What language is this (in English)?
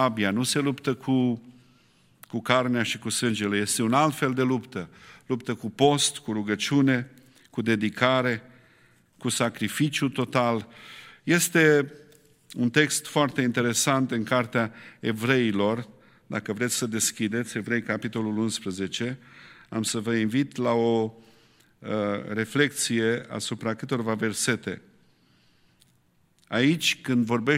Romanian